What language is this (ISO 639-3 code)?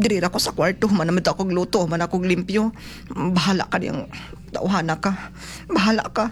ceb